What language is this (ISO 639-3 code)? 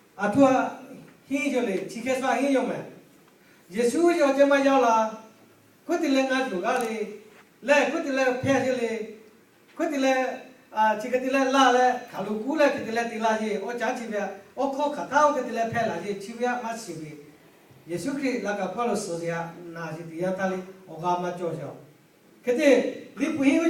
lhu